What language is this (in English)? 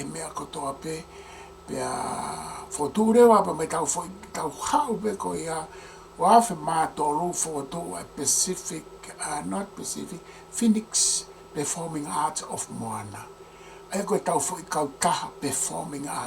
Tongan